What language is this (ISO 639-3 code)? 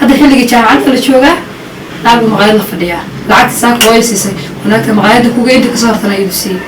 som